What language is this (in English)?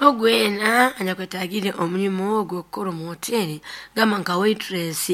Nyoro